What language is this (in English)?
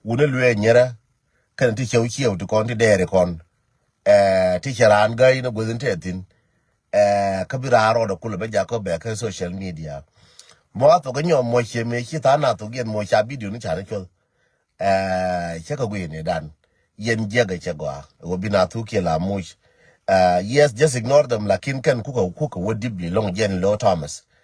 Nuer